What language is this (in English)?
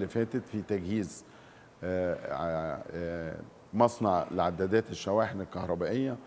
Egyptian Arabic